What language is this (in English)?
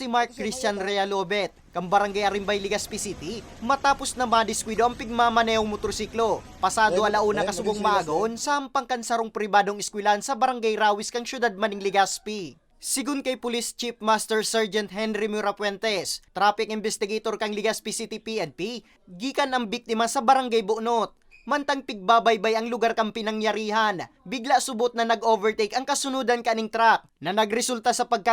Bikol